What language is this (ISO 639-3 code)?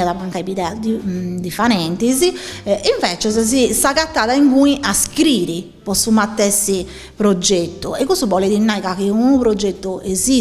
srd